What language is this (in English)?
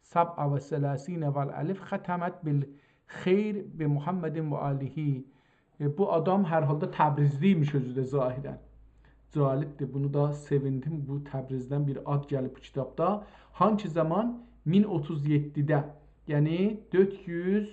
South Azerbaijani